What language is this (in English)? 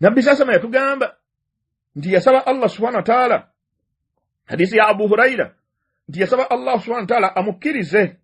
Ganda